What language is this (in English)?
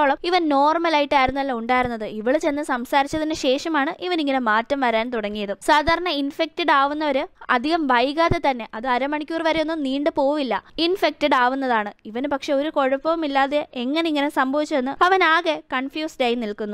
Malayalam